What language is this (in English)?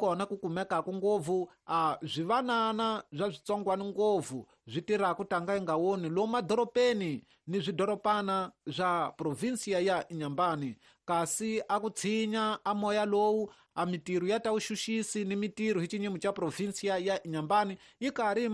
Tsonga